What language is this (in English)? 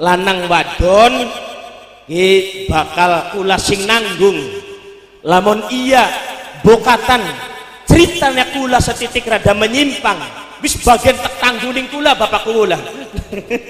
Javanese